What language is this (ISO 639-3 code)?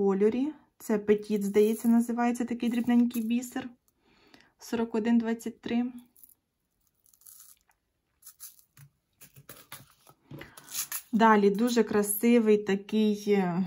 ukr